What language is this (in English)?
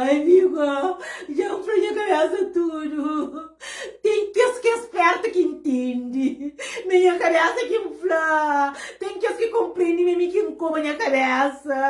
Kabuverdianu